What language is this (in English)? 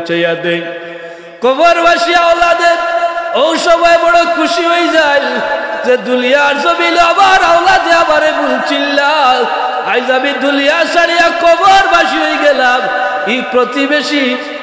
Sylheti